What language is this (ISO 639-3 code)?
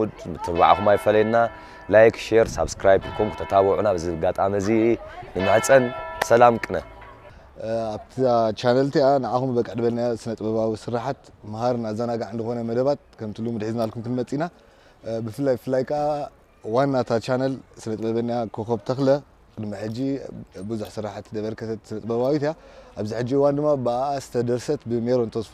tir